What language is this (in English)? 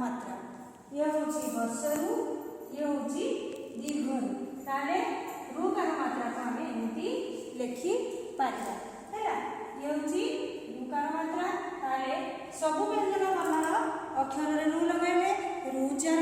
Odia